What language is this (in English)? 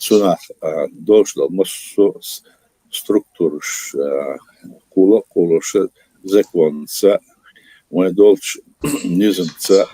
Chechen